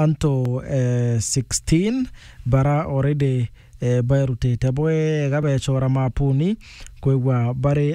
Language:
Meru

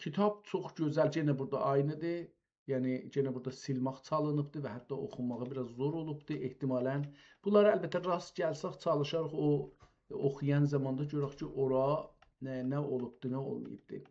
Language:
South Azerbaijani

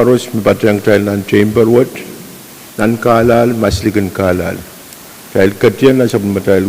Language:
Pohnpeian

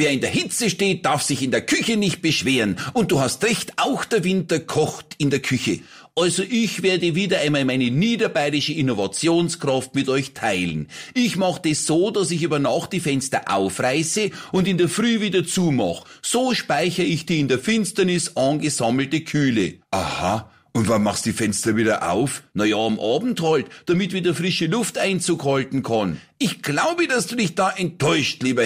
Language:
German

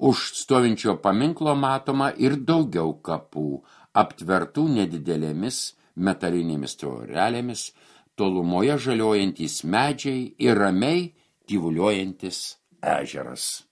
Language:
Lithuanian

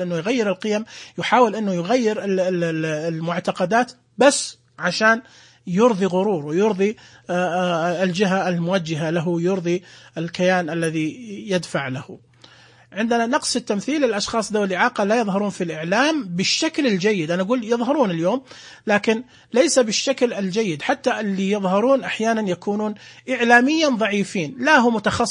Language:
Najdi Arabic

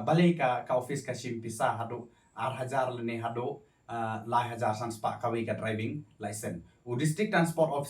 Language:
Khasi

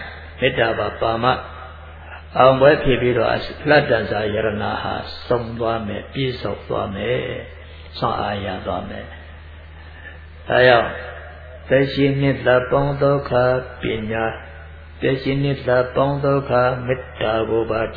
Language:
Burmese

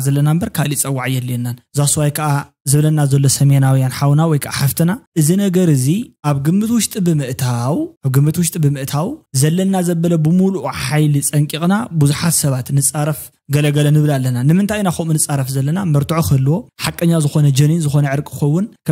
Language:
Tigrinya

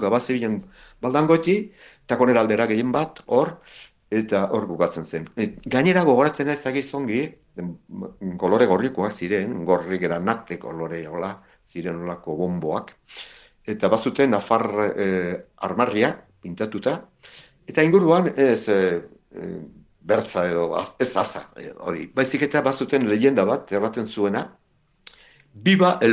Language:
Basque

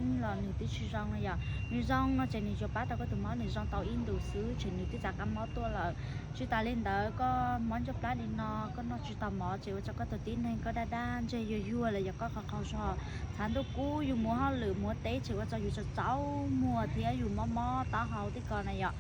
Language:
Hmong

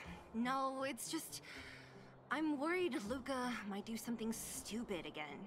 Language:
English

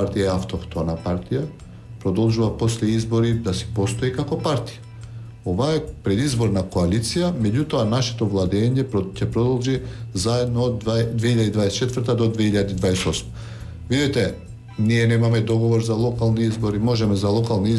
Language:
Macedonian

